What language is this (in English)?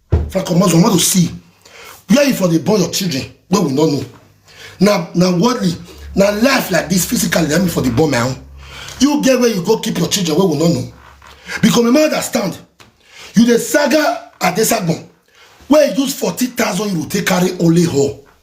Nigerian Pidgin